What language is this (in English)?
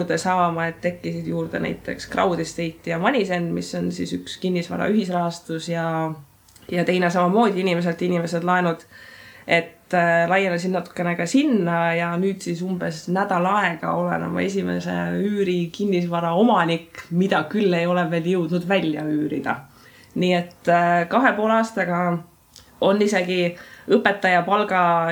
Estonian